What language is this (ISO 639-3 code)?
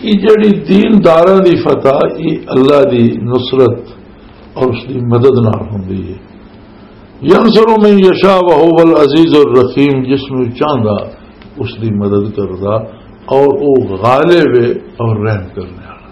lah